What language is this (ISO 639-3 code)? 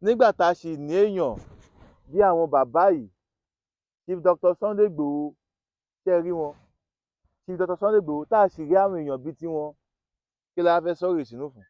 yor